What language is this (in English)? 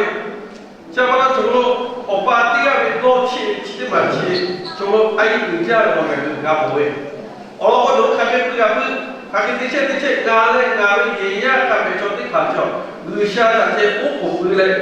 Lahu